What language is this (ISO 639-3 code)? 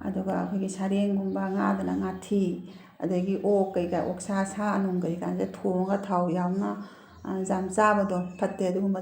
mni